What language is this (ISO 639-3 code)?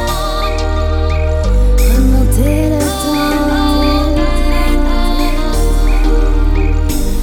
fra